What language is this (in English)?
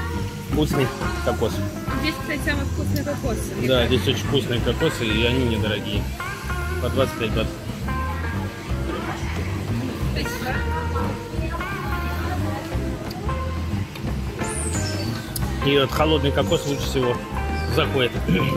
Russian